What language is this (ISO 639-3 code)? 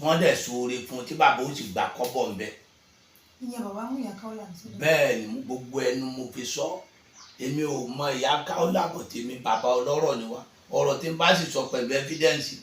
yor